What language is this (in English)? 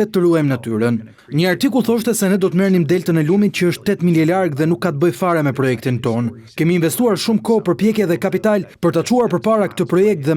Albanian